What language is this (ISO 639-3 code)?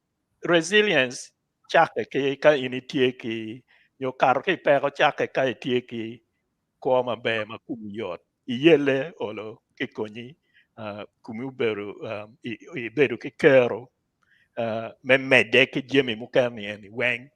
ach